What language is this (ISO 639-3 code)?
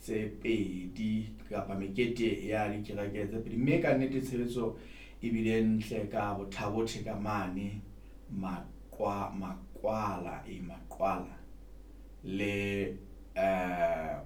sot